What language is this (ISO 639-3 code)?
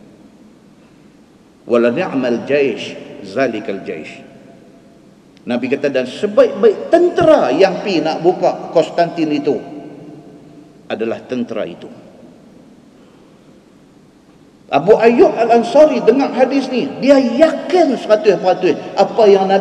msa